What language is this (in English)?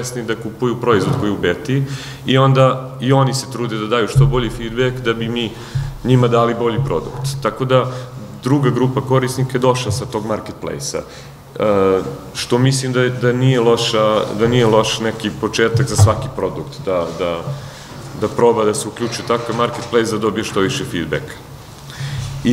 Serbian